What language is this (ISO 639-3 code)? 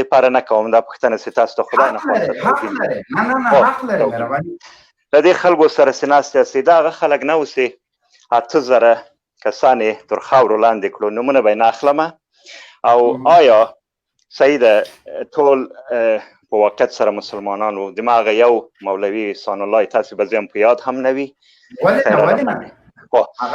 pus